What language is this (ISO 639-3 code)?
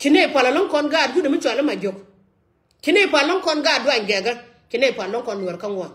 nus